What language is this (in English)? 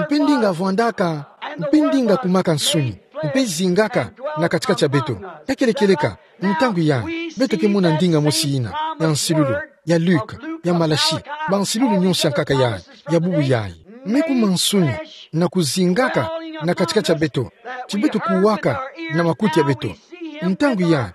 Kituba (Democratic Republic of Congo)